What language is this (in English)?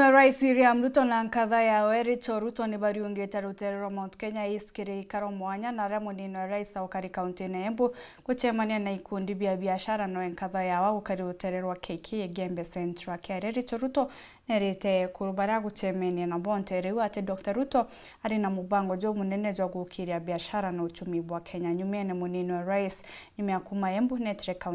Meru